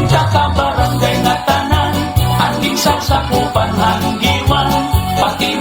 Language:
Waray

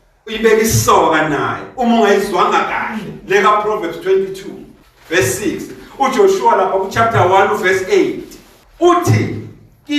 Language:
Zulu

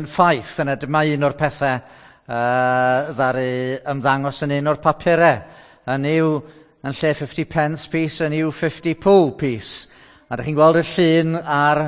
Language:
Welsh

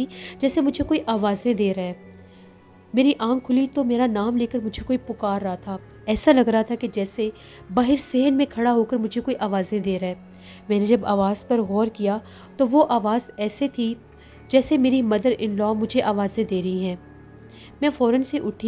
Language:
Urdu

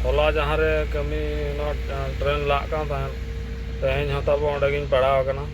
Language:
Santali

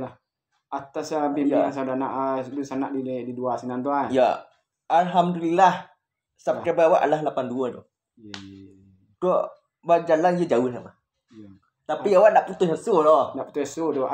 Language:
Minangkabau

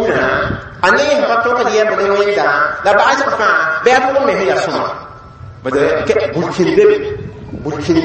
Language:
Mossi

